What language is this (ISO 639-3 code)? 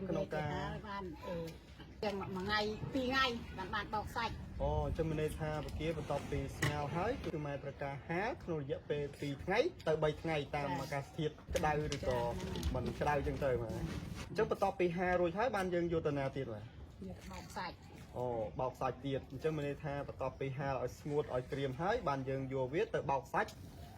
khm